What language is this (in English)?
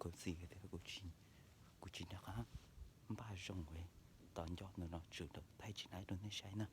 Hmong